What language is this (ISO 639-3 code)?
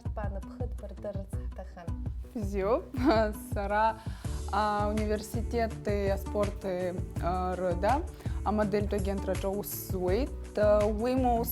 abk